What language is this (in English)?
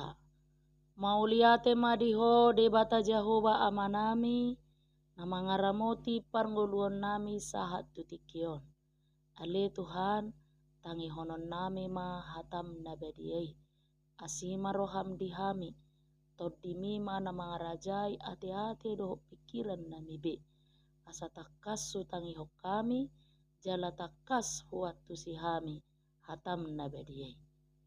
Batak Toba